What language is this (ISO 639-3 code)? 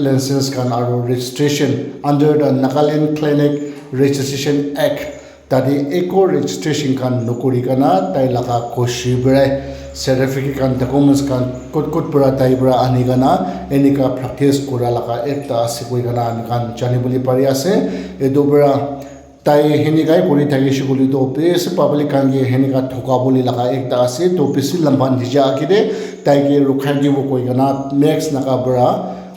nag